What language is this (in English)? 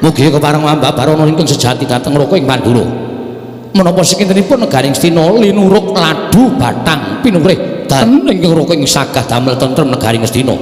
Javanese